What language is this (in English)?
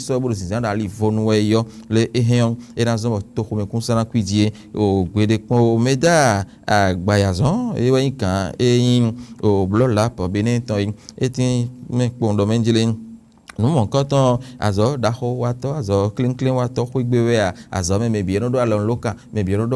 Fon